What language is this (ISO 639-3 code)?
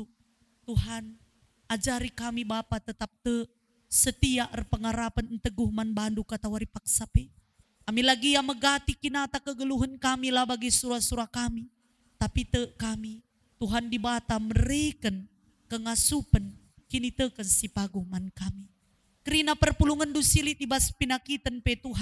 btx